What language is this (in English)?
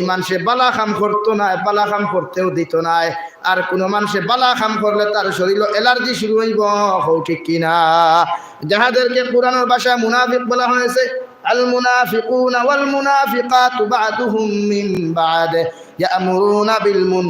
Sylheti